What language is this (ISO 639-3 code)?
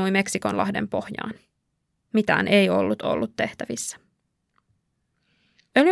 fin